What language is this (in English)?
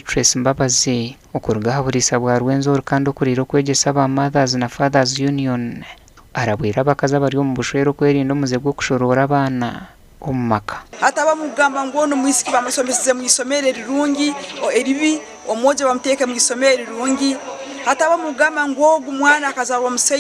Nyankole